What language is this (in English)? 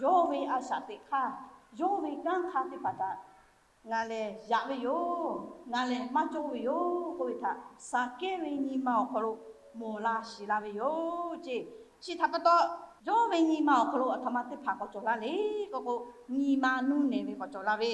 Lahu